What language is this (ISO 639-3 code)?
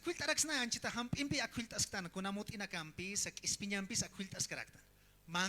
aym